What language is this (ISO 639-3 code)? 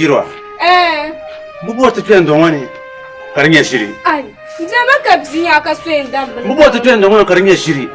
dag